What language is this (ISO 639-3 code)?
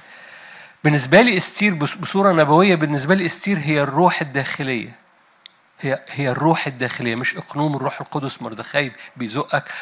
arz